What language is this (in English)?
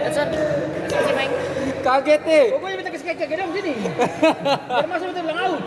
Ambonese Malay